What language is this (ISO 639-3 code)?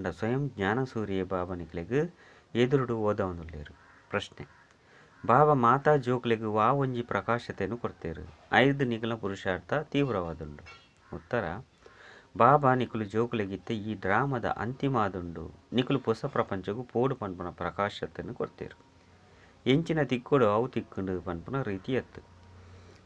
tcy